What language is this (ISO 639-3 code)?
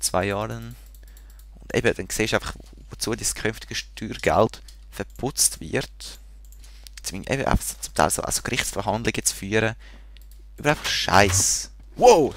gsw